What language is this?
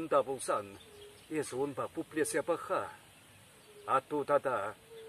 Chuvash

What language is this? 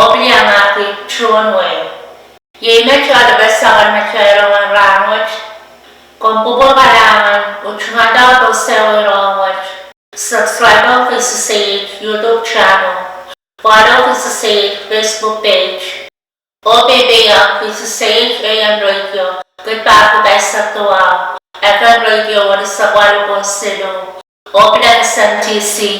Pohnpeian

